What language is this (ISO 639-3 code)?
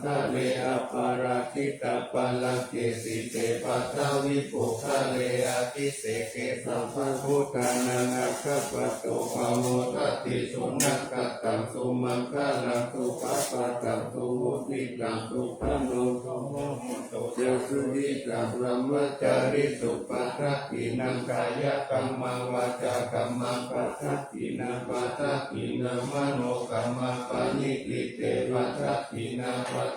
pli